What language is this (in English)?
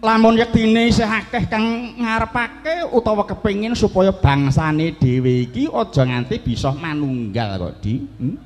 Javanese